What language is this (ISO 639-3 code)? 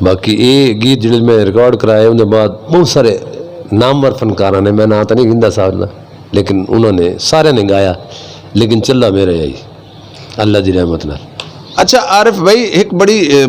lah